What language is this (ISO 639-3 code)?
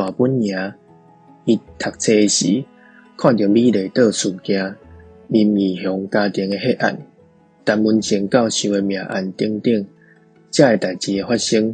nan